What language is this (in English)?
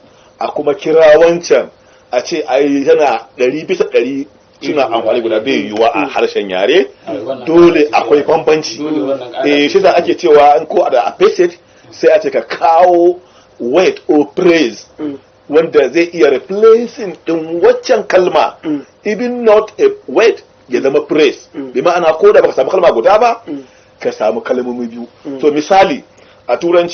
Hausa